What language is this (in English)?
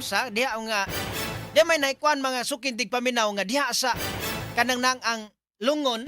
Cebuano